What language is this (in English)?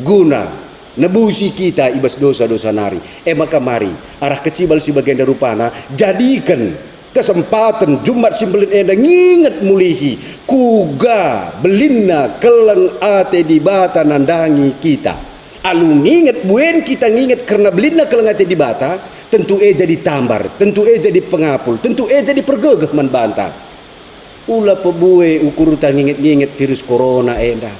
Batak Karo